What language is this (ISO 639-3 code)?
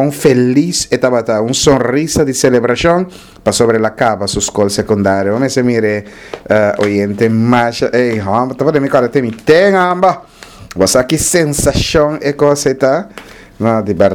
pap